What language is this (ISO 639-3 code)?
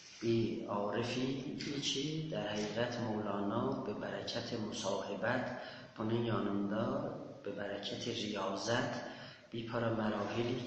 azb